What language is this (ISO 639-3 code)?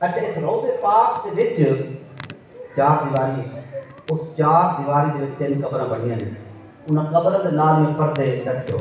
skr